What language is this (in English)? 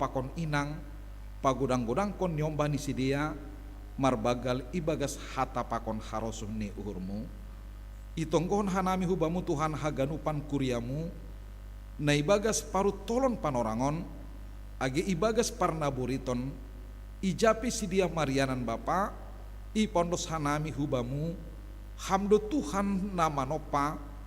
Batak Simalungun